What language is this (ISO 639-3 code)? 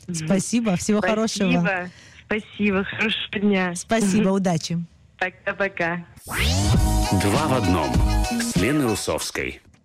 rus